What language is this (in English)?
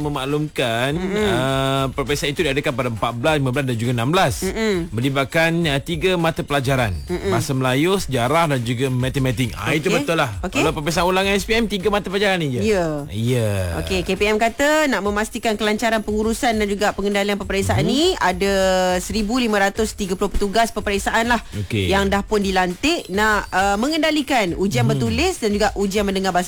Malay